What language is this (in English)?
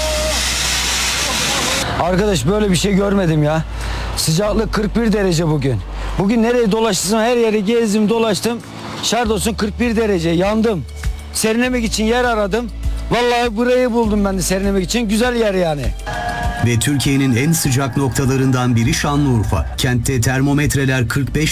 Turkish